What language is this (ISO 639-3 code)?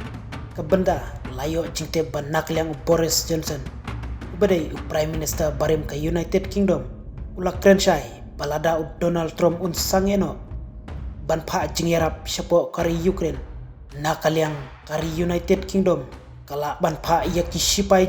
kha